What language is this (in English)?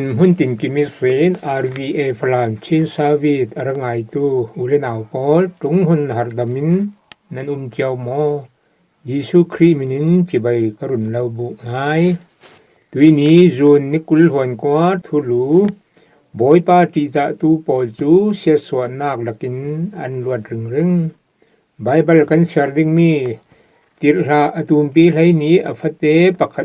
Falam Chin